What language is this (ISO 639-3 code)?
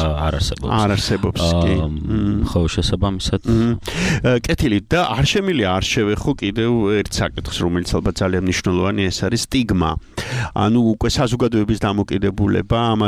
kat